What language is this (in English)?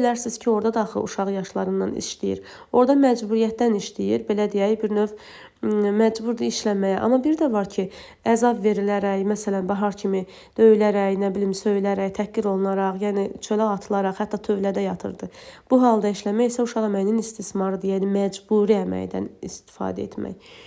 Azerbaijani